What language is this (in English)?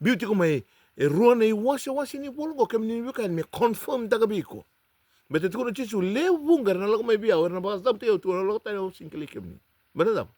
Fijian